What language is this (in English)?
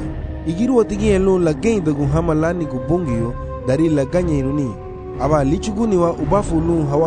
Garifuna